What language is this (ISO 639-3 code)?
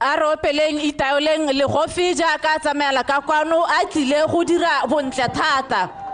tsn